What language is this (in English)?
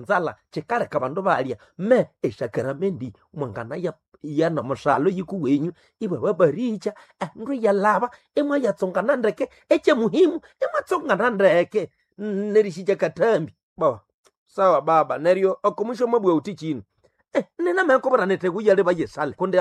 Nande